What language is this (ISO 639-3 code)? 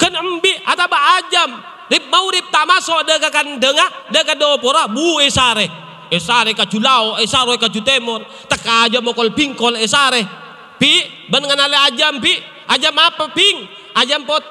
mad